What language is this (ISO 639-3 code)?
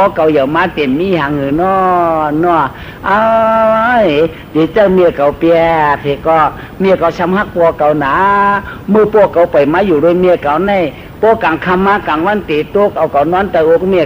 shn